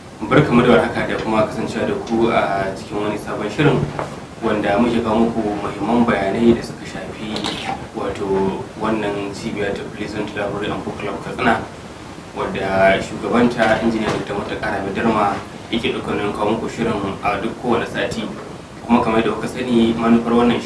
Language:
Hausa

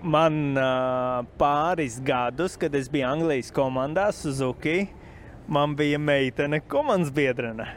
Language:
Latvian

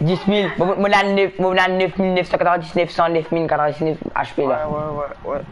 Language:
Morisyen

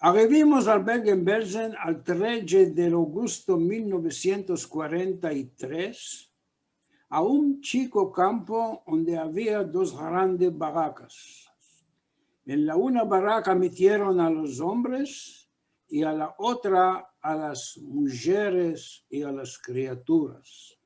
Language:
Ladino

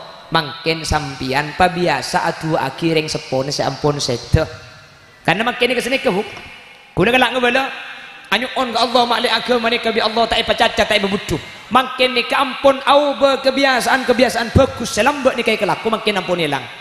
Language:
Madurese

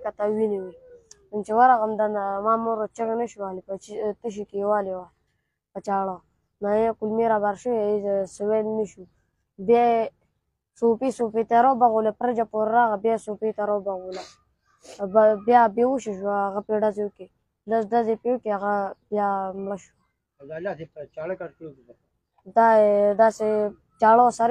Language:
Pashto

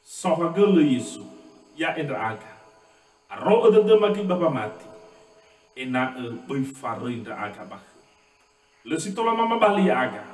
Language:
Nias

